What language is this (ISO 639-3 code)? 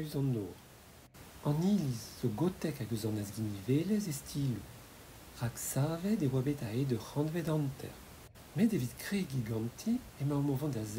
bre